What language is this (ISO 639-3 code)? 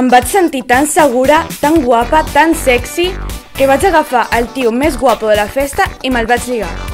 cat